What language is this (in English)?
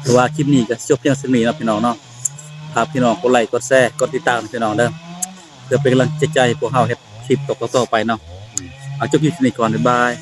Northeastern Thai